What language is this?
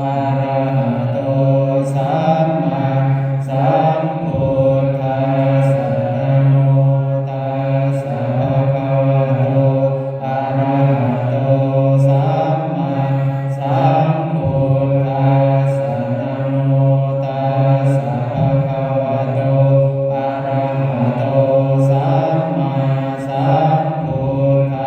Pali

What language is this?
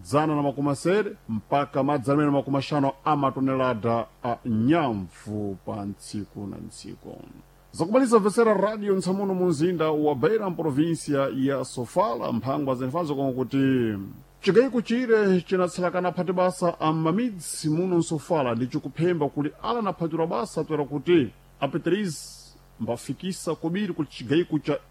Sena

